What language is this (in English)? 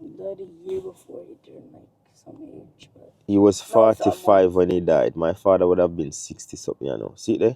Jamaican Creole English